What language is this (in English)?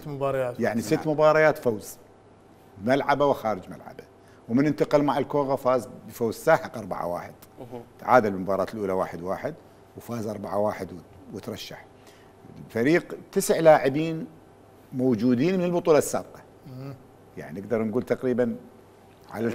Mesopotamian Arabic